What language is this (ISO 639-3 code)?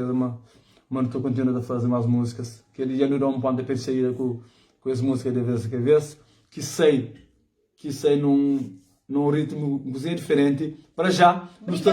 kea